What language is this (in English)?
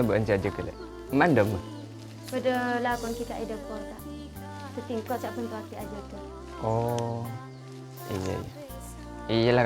Madurese